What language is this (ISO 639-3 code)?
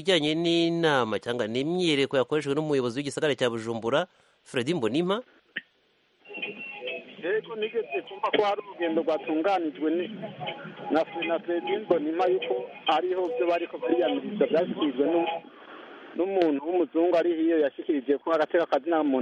kin